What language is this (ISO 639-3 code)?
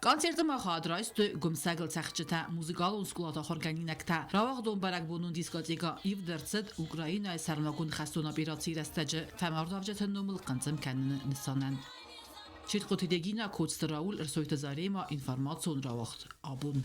oss